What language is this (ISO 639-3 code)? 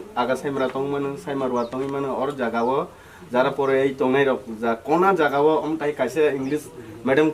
trp